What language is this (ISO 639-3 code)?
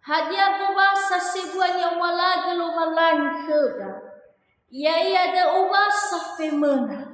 nia